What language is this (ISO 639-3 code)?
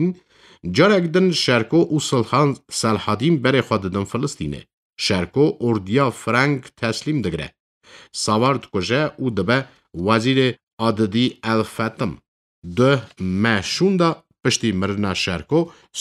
kur